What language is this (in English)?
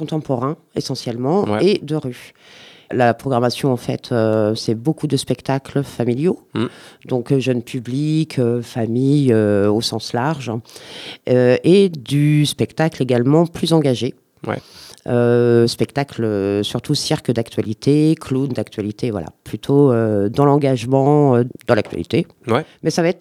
French